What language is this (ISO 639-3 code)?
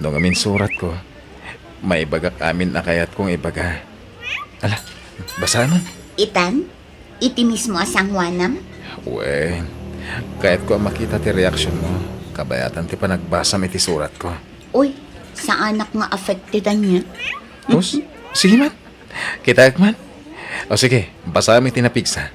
ilo